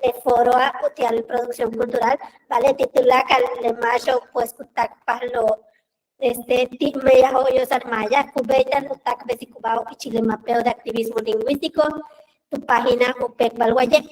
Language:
Yucateco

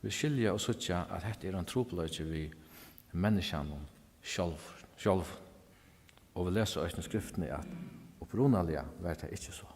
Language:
Faroese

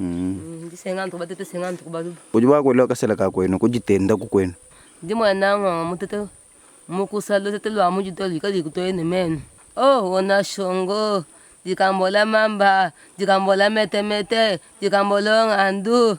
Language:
Luba-Lulua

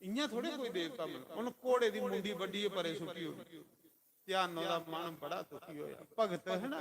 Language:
Dogri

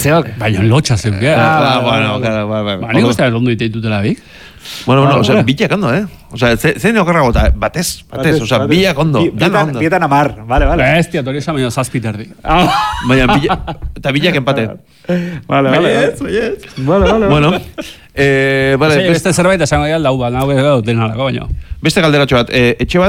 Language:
Basque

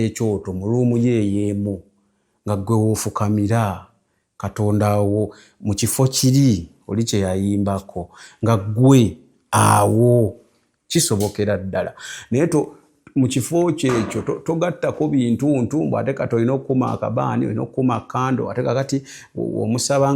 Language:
Ganda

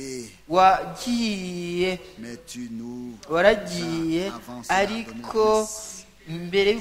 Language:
Kinyarwanda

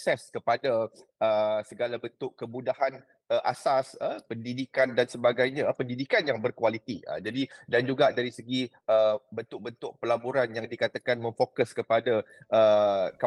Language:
Malay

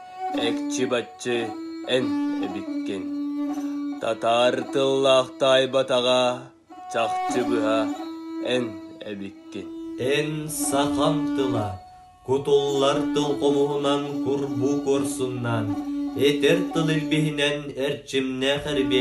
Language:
Yakut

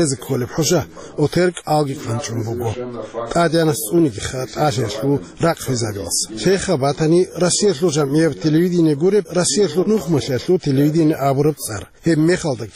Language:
Avaric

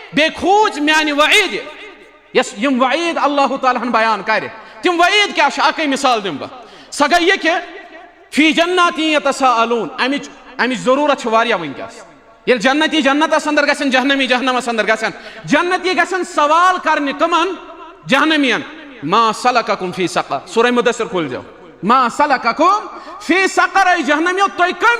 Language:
Kashmiri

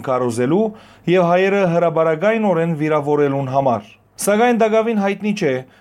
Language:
Western Armenian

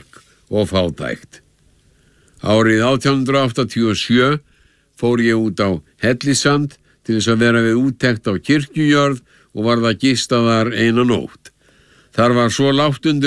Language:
Icelandic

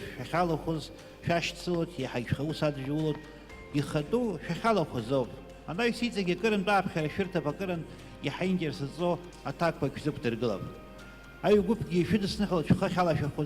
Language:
Abkhazian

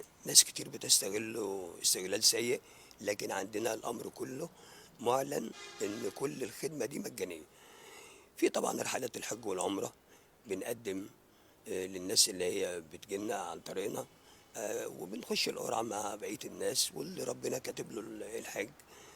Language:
Egyptian Arabic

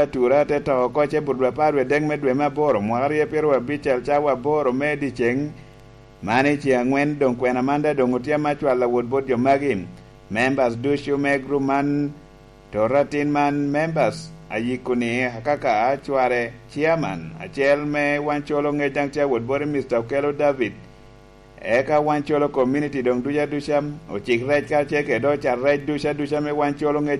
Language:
Lango (Uganda)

